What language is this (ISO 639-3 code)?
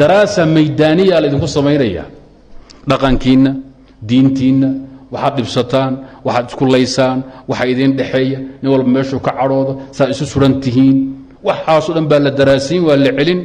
som